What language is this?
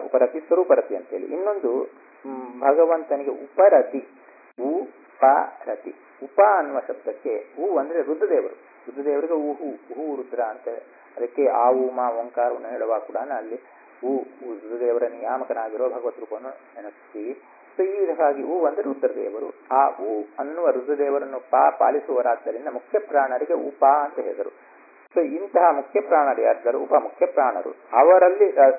Kannada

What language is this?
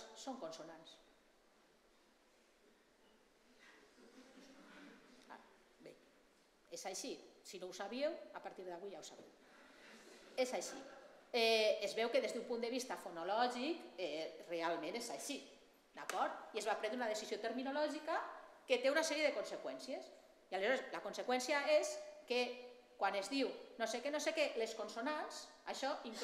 Catalan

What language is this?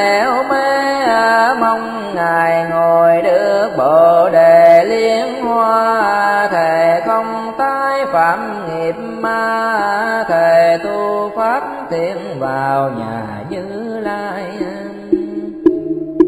Vietnamese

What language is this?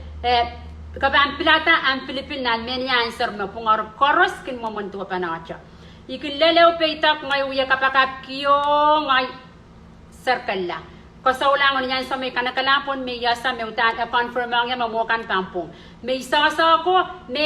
Pohnpeian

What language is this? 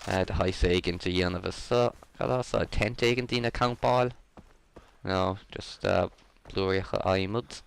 Irish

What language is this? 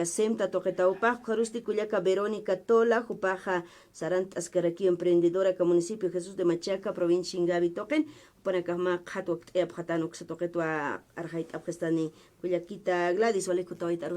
Aymara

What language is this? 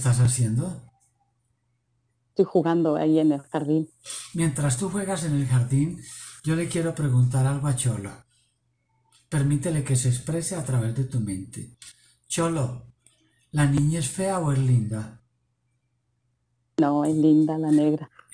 Spanish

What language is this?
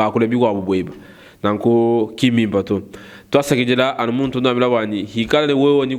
Luba-Lulua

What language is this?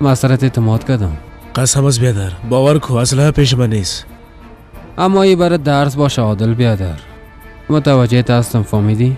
Persian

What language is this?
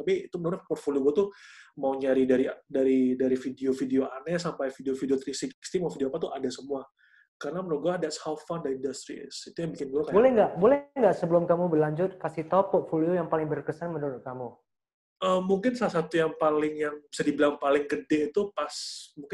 Indonesian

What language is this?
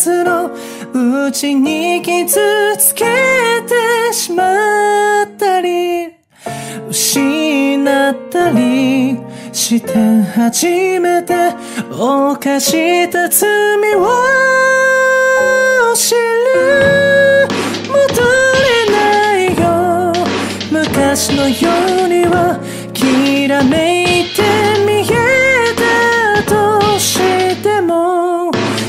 Japanese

